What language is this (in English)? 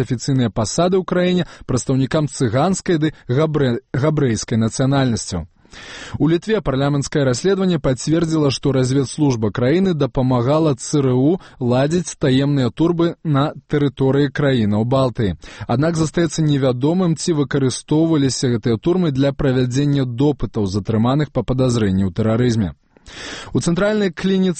Belarusian